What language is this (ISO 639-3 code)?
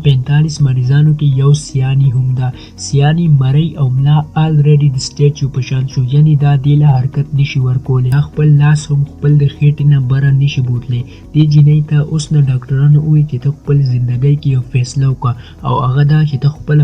pus